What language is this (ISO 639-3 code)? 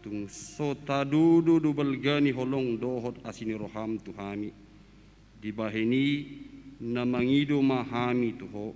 bbc